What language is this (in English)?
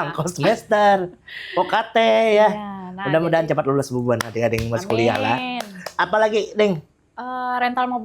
Banjar